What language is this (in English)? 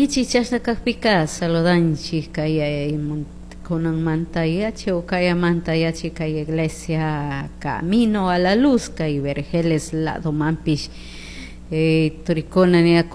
Chimborazo Highland Quichua